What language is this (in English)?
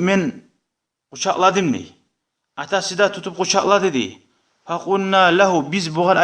Kumyk